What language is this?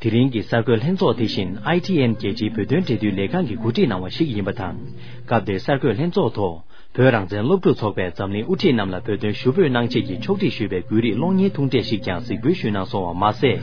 Tibetan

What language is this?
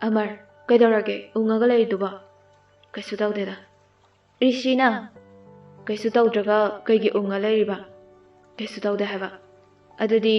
Manipuri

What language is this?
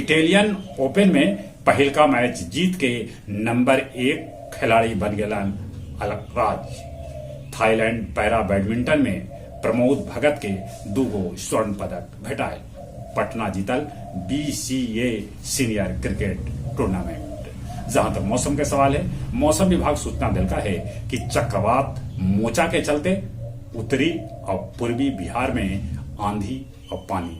Magahi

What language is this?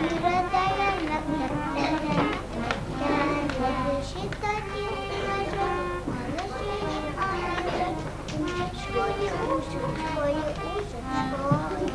Bashkir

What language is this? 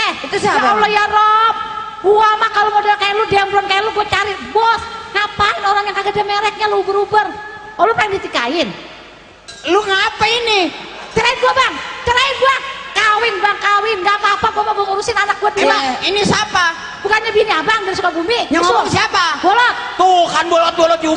Betawi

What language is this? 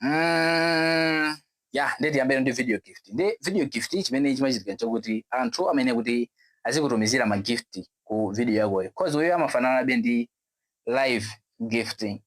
Nyanja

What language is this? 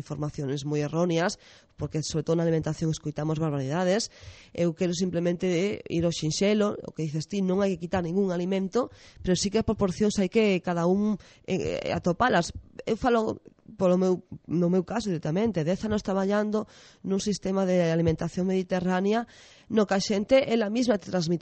Galician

